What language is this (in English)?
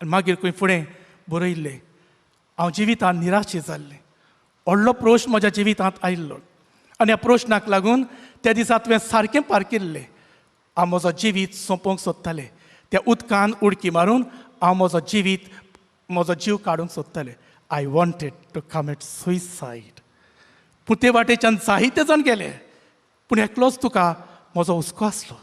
Konkani